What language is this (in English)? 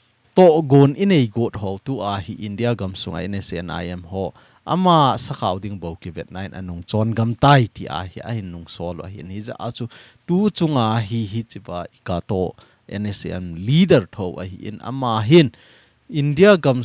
Thado Chin